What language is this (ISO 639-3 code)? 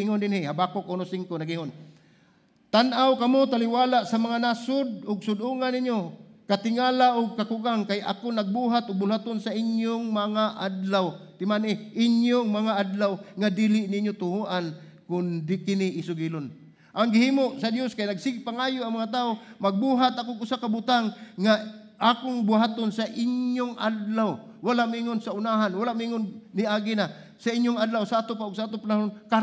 ceb